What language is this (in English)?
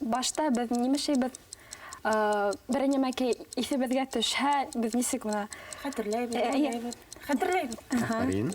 Bashkir